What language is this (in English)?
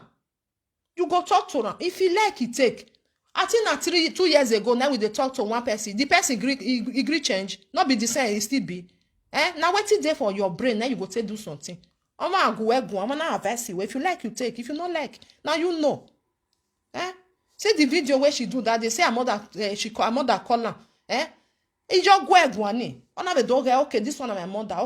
Nigerian Pidgin